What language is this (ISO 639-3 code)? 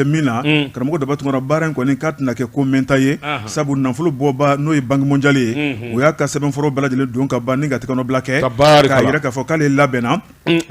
bam